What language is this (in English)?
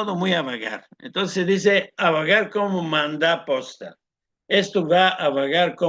Ladino